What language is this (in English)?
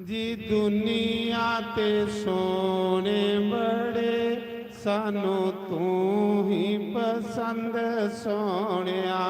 Dogri